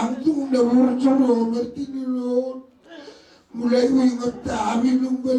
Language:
Batak Toba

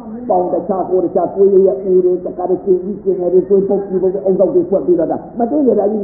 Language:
Burmese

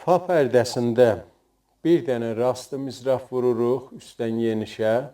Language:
South Azerbaijani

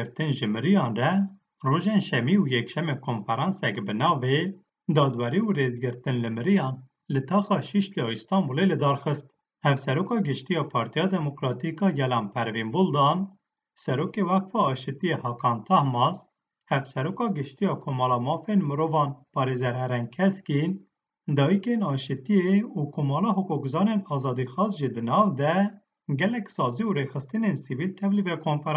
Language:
Kurdish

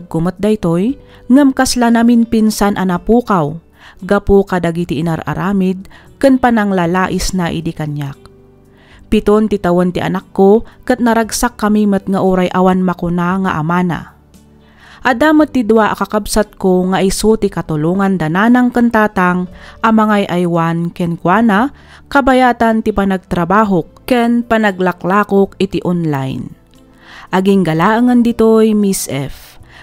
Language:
Iloko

